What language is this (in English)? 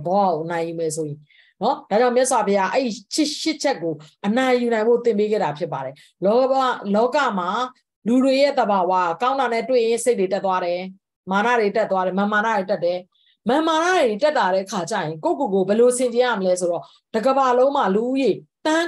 Burmese